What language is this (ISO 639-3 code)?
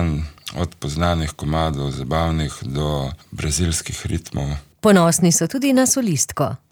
slv